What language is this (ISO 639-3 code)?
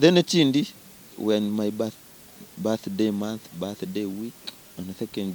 nyn